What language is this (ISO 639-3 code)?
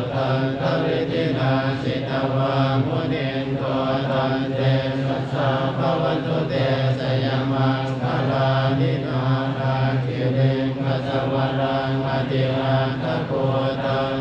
pli